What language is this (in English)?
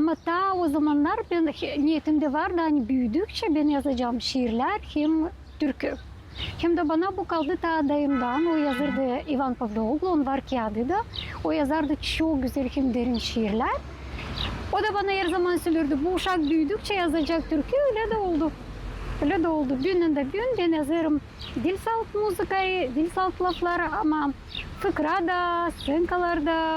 Gagauz